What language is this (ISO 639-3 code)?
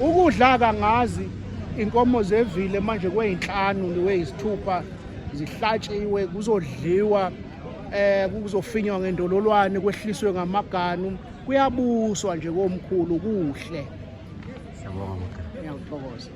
zul